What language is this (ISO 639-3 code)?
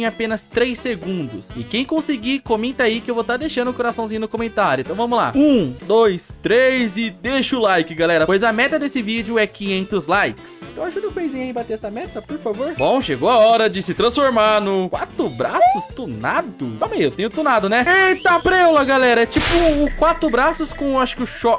por